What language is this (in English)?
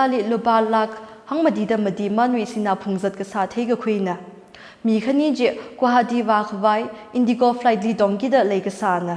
Tangkhul Naga (India)